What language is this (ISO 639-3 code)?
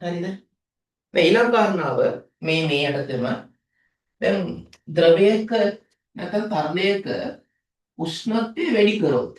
sin